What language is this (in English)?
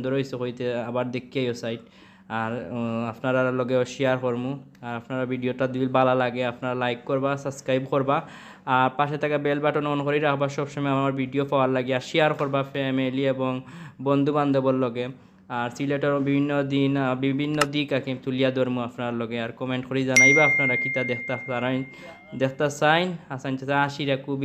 Sylheti